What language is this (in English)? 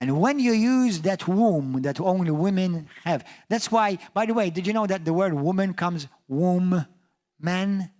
English